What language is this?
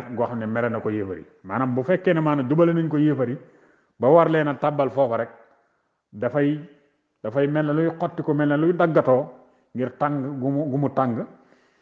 Wolof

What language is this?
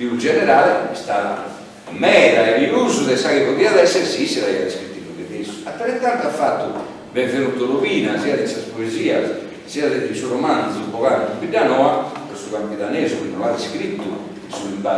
Sardinian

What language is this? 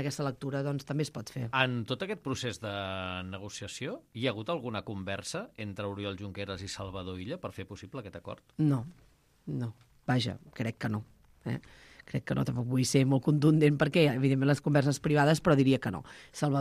Catalan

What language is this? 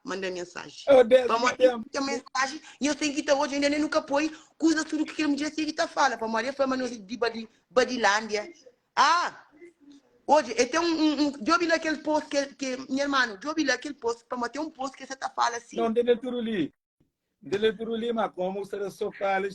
Kabuverdianu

